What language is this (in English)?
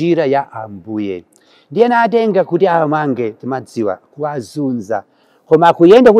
Nyanja